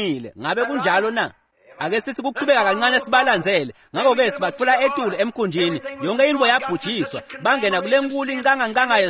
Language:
Swati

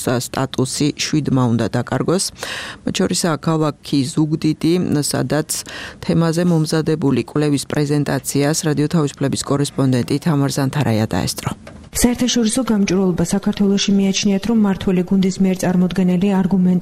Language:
Georgian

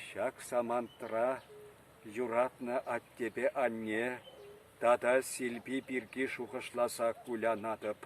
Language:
Chuvash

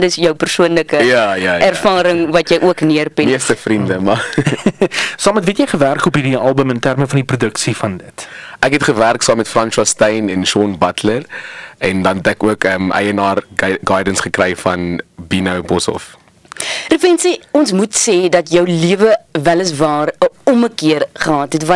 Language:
Afrikaans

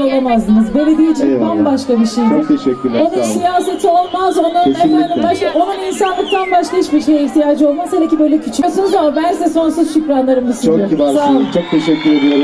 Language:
Turkish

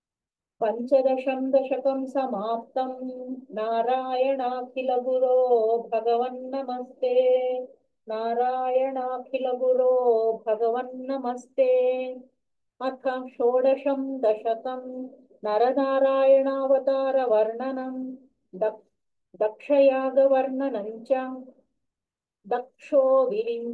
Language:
Sanskrit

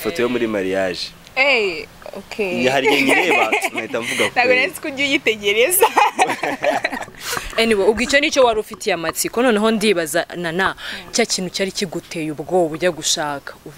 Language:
Kinyarwanda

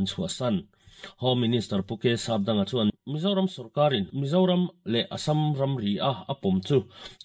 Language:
Mizo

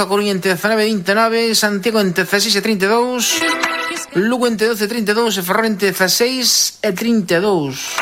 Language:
Galician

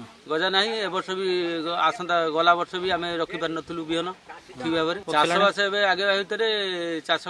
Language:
Odia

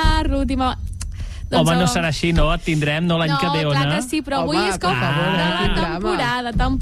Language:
Catalan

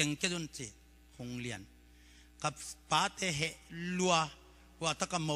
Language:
Tedim Chin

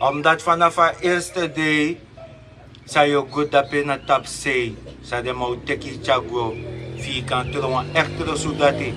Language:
Sranan Tongo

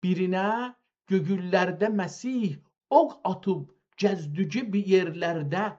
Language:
South Azerbaijani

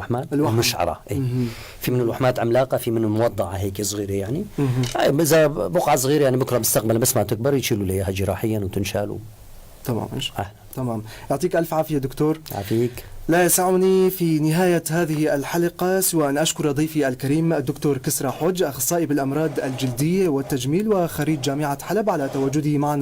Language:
North Levantine Arabic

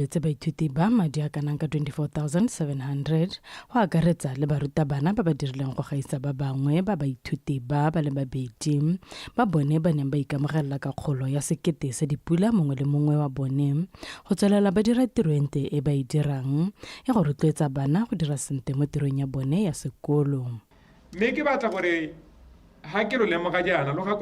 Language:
Tswana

